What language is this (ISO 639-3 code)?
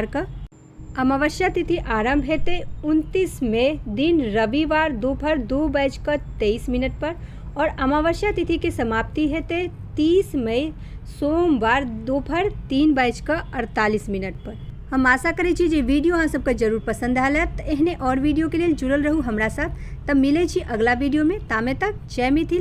mai